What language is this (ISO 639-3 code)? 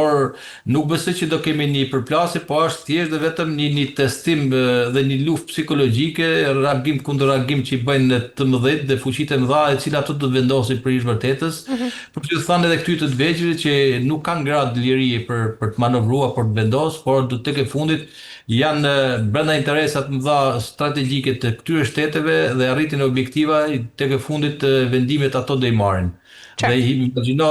sqi